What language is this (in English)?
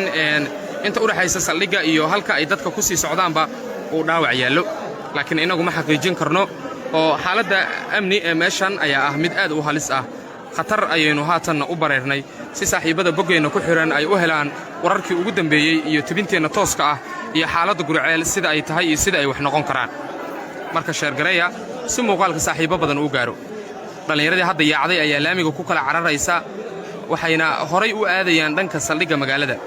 Somali